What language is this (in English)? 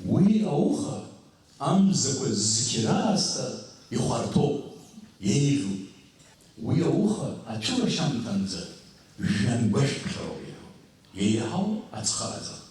Abkhazian